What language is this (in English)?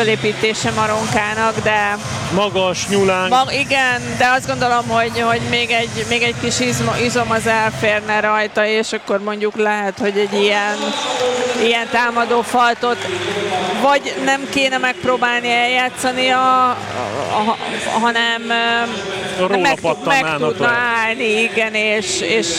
Hungarian